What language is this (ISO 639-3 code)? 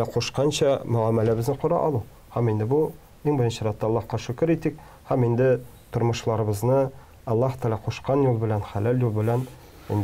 tat